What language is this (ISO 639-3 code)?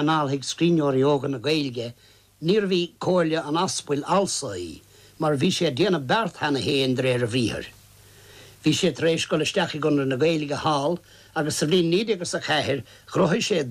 gle